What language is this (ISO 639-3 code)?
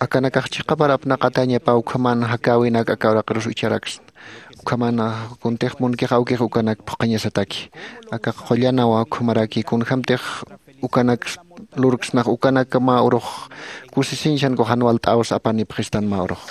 aym